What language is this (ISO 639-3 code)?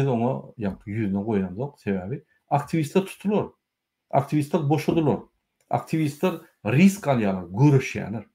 tuk